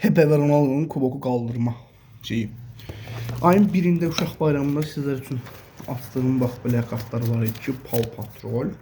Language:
Azerbaijani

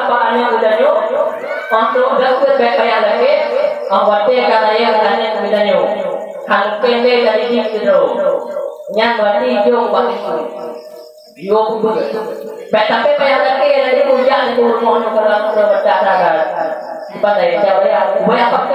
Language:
Achinese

